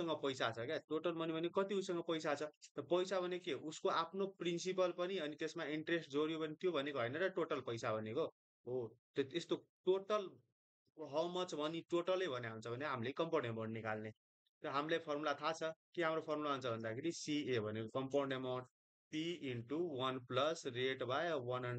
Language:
Nepali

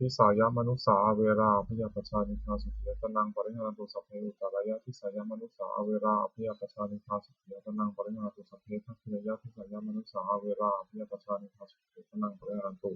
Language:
Pali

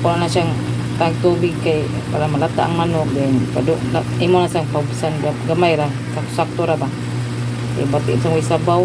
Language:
Cebuano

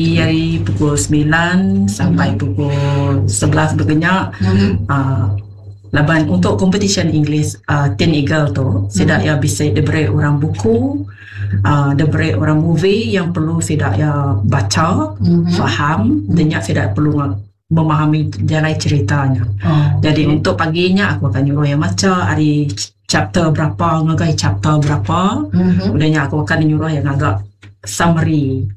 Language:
Iban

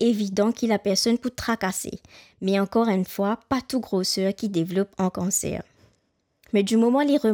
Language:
Morisyen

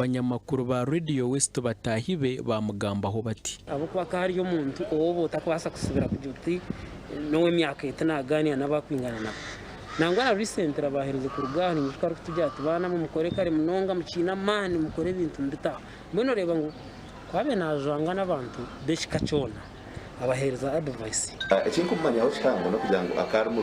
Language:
Nyankole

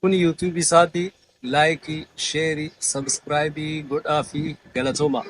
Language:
Oromo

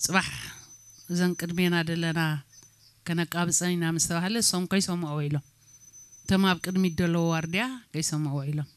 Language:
Tigrinya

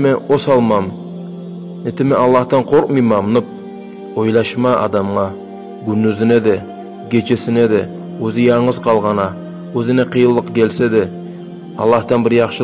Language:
Kumyk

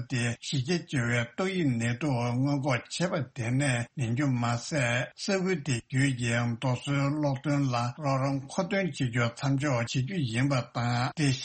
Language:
Tibetan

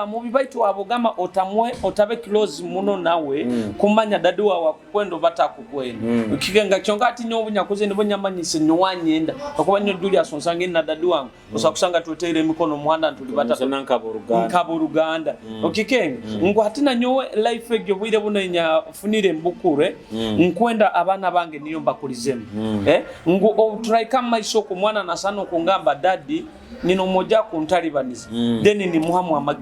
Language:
Nyoro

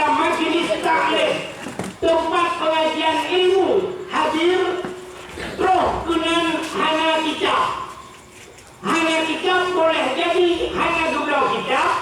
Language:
Achinese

